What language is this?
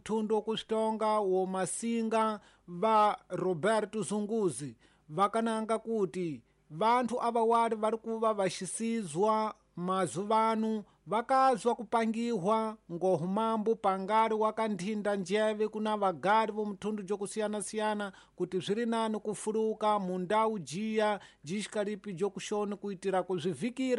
Tsonga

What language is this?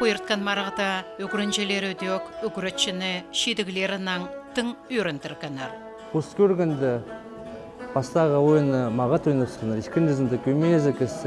Khakas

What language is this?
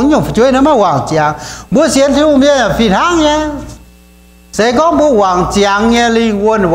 Iu Mien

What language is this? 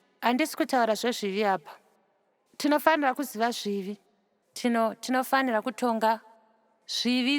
Shona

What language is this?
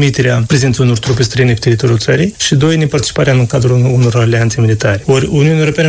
Romanian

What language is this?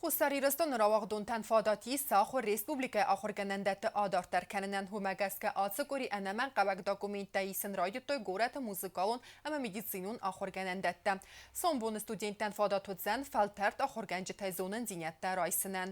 Ossetic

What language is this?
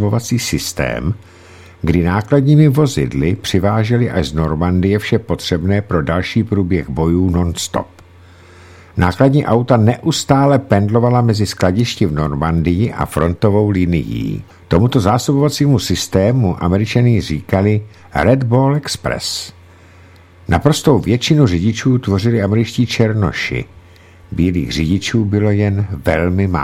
Czech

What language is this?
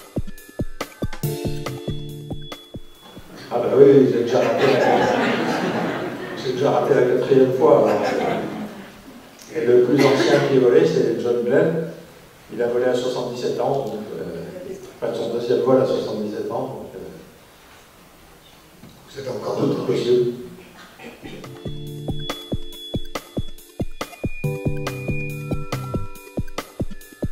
French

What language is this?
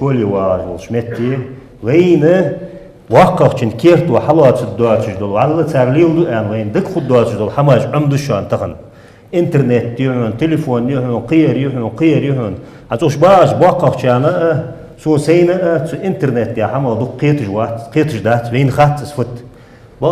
Ingush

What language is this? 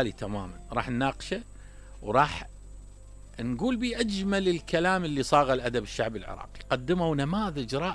Mesopotamian Arabic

